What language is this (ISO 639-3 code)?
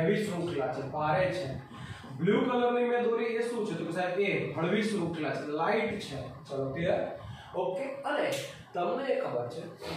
guj